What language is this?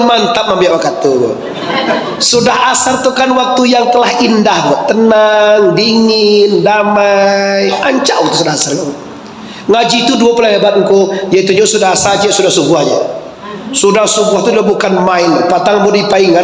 Minangkabau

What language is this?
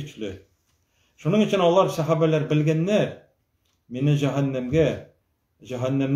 Tatar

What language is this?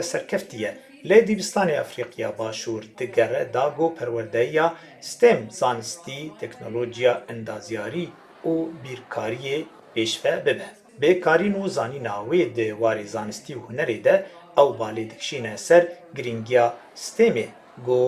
Kurdish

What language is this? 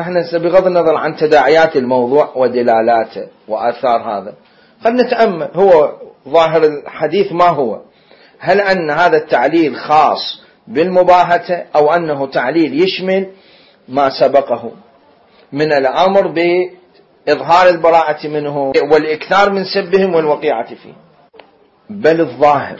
Mesopotamian Arabic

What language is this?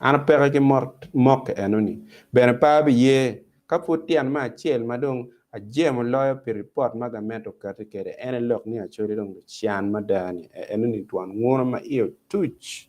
Acoli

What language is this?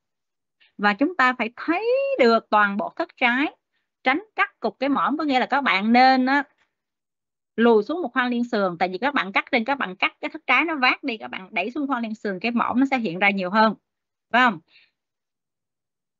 Vietnamese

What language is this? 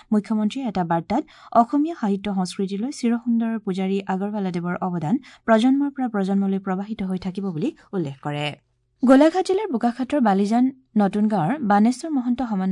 Assamese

